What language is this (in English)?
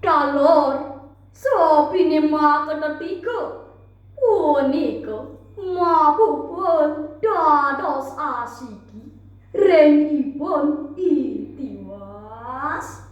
Balinese